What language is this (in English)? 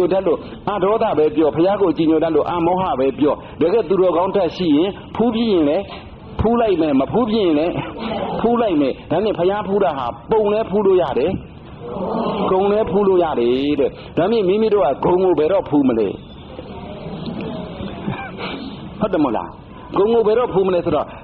Burmese